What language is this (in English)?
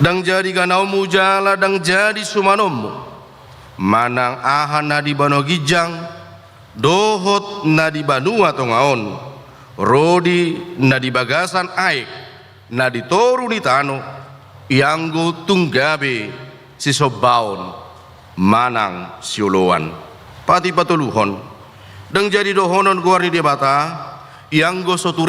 Batak Toba